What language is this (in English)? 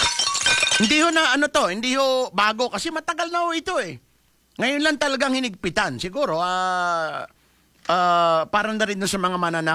Filipino